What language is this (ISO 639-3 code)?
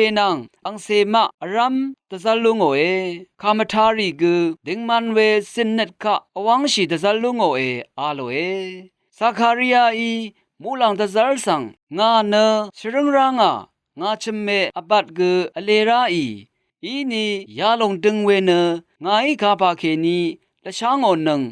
raw